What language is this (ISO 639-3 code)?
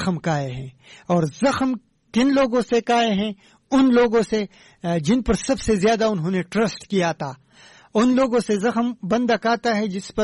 urd